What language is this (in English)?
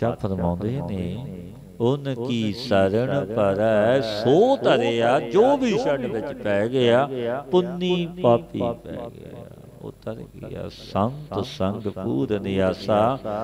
Punjabi